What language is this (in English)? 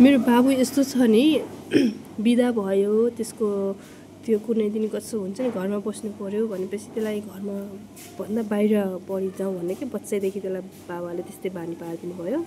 Nepali